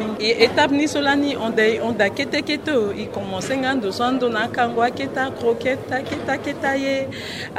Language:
Sango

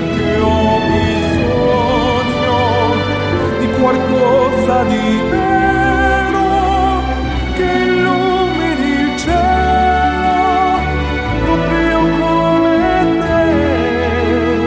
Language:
Italian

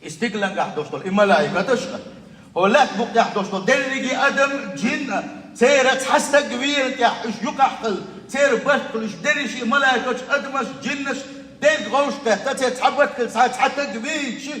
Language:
Chechen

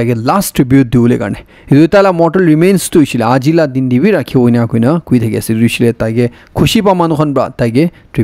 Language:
Naga Pidgin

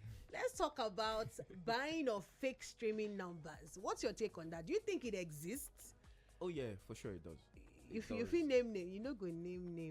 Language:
Nigerian Pidgin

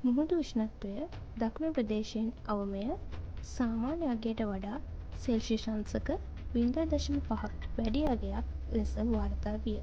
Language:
Sinhala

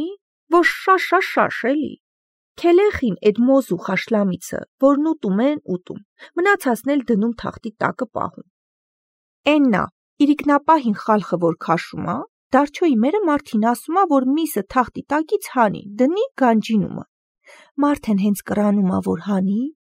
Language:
Armenian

